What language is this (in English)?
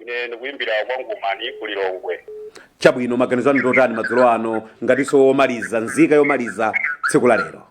Nyanja